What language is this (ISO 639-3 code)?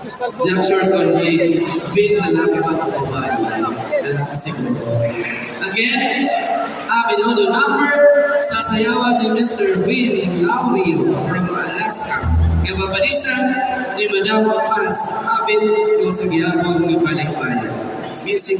war